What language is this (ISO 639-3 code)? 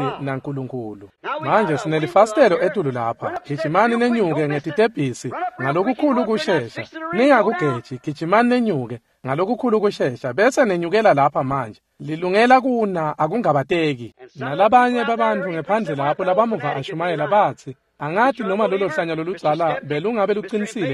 ssw